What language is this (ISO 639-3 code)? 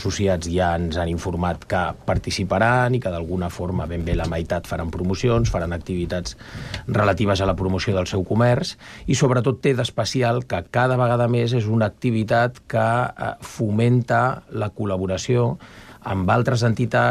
cat